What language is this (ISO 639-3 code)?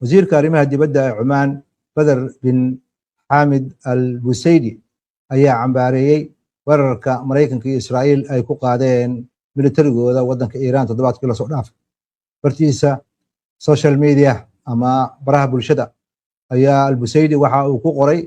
som